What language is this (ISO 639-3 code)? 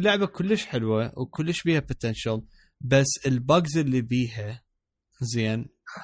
acm